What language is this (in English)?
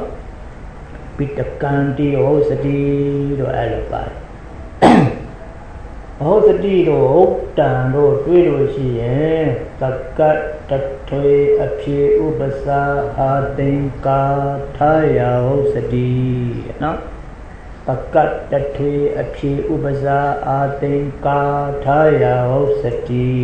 Burmese